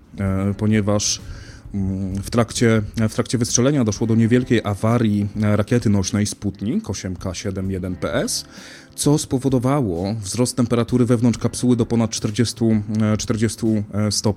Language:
Polish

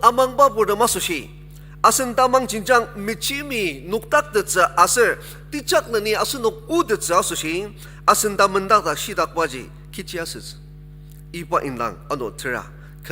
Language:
Ao Naga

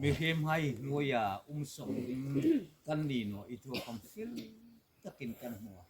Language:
Hmar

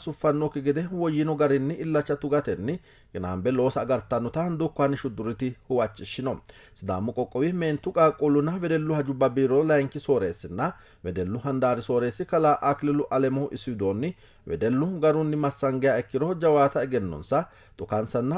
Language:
Sidamo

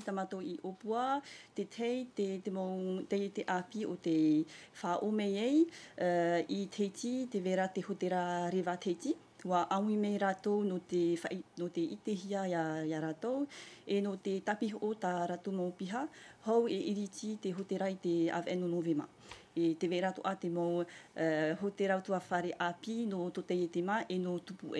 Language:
Tahitian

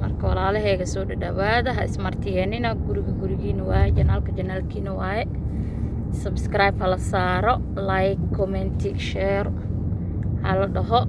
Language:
Somali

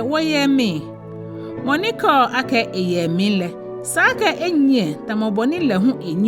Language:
Ga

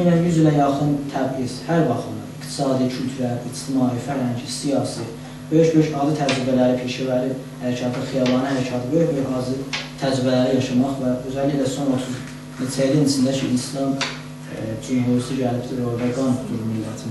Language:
South Azerbaijani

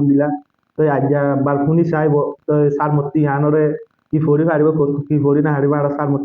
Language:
Rohingya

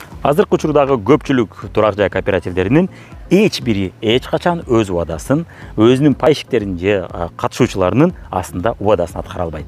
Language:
Kyrgyz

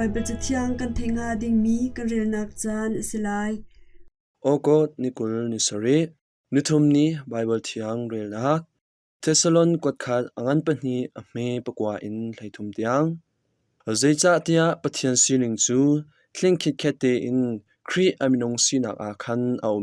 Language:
Hakha Chin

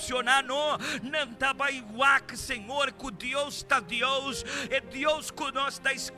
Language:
Papiamento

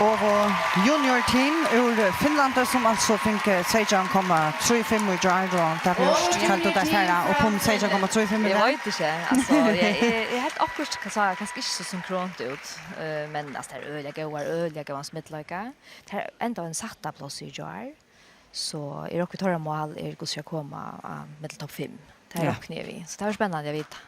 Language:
Faroese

